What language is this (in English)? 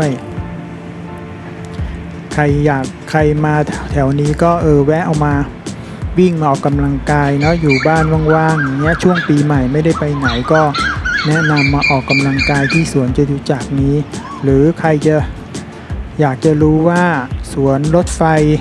Thai